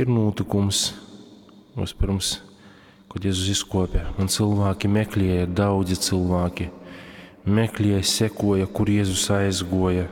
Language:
Latgalian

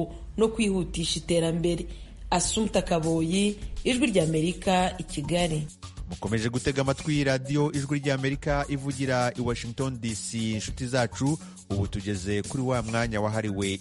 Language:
Kinyarwanda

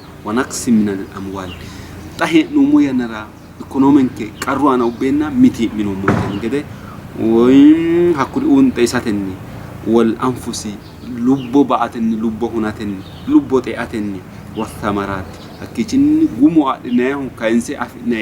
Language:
Sidamo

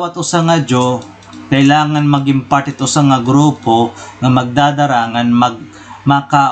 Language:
Waray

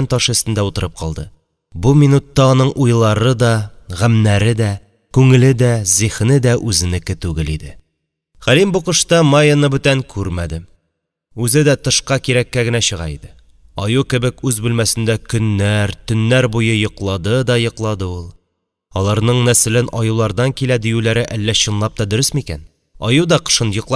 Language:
Tatar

